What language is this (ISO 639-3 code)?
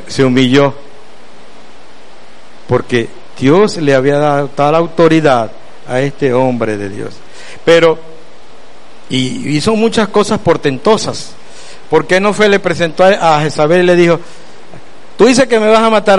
spa